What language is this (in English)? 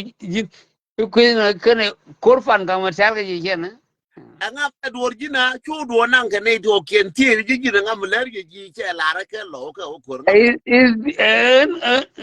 Nuer